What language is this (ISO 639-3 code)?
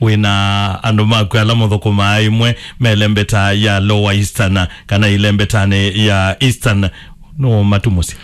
kam